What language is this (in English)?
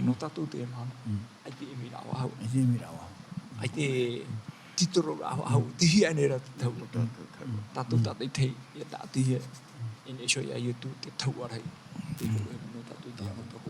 Tahitian